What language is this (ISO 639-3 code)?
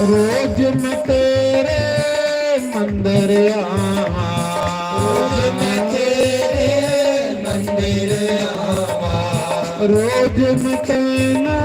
doi